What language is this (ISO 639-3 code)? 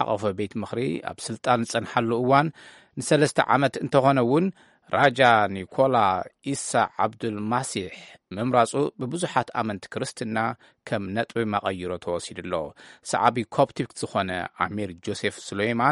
tir